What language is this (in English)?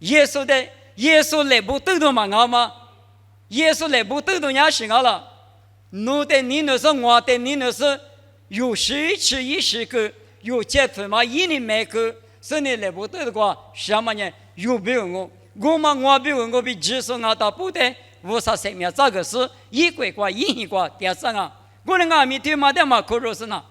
Lisu